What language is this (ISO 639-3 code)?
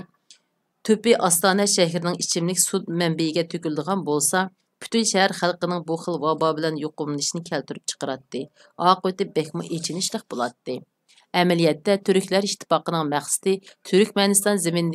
uig